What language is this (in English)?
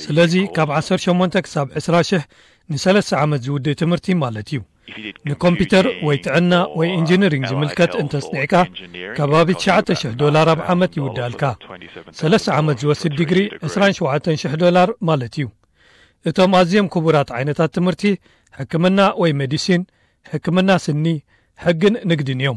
Tigrinya